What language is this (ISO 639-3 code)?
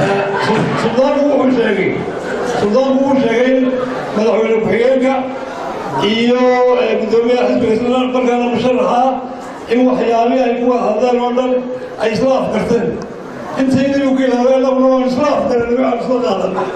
som